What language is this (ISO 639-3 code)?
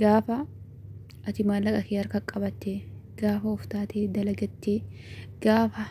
orm